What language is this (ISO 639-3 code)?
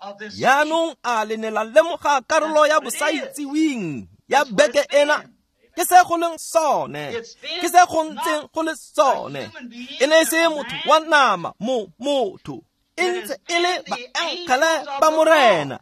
tsn